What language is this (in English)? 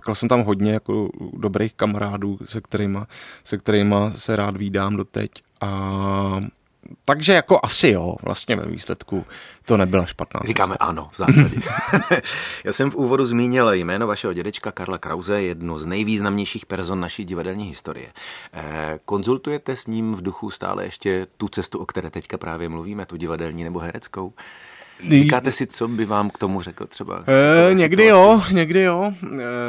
Czech